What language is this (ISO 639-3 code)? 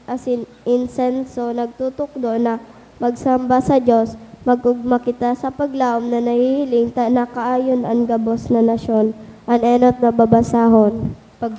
bik